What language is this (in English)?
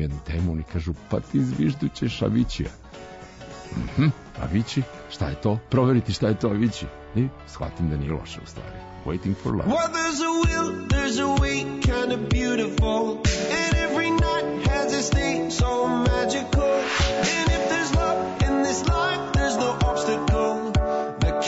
Serbian